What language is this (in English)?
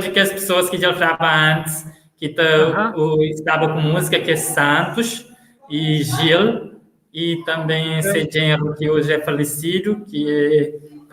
Kabuverdianu